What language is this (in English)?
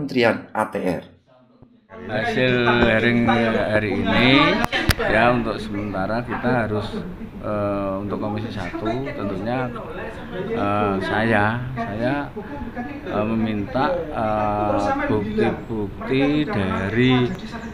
Indonesian